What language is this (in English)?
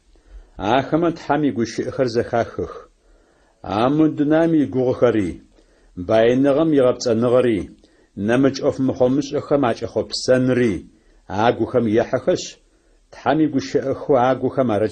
Adyghe